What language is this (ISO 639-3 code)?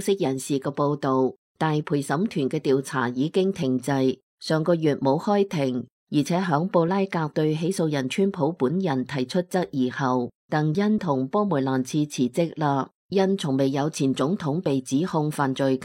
yue